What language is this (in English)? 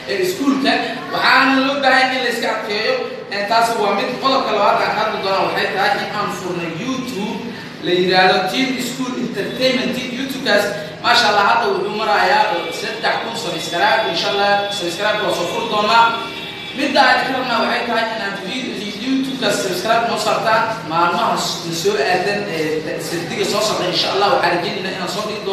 Somali